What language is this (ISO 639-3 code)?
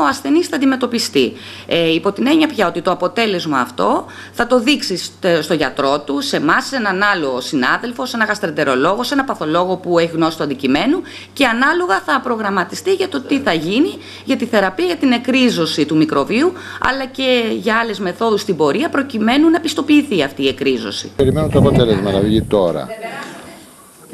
ell